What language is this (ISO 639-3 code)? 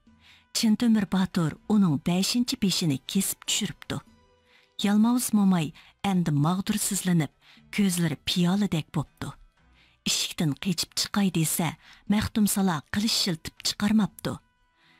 uig